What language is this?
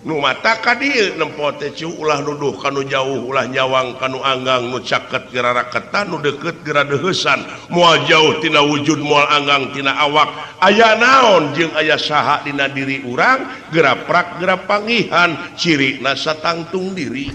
Sundanese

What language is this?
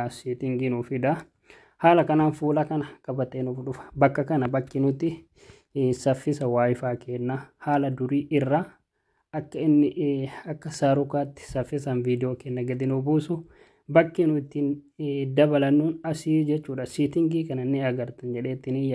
Oromo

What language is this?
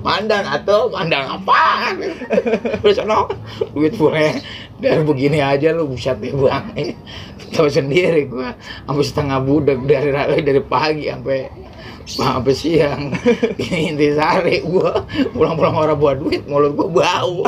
Betawi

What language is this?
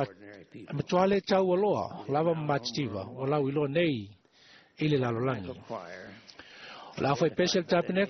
Samoan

